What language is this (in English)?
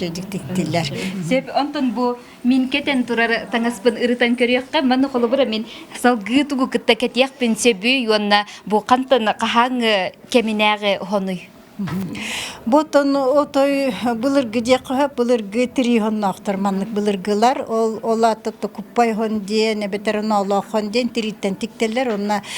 Yakut